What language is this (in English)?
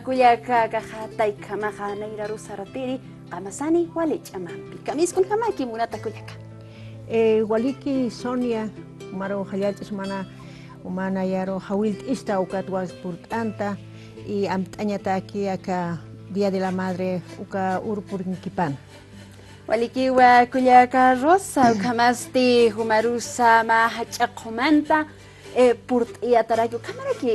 Aymara